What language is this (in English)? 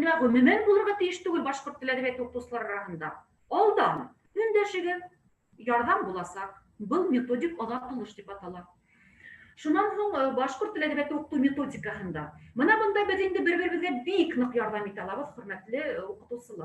Bashkir